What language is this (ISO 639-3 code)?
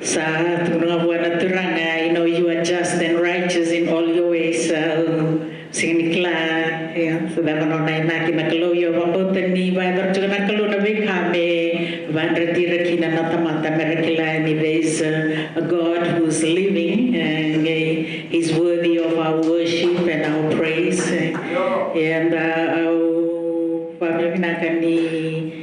fij